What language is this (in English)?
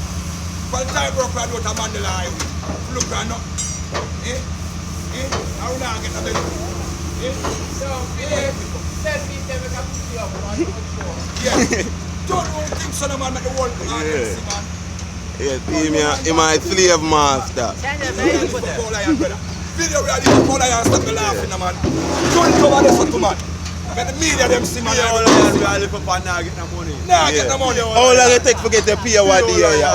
Jamaican Creole English